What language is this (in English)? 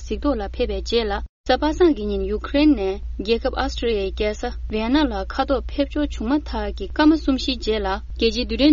Tibetan